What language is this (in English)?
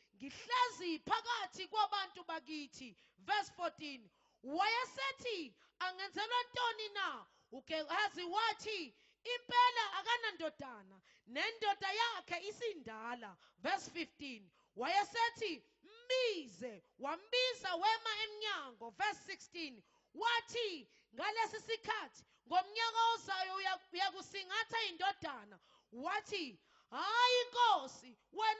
Zulu